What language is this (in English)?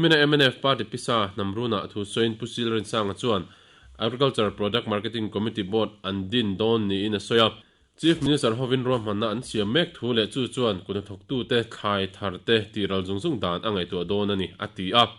Mizo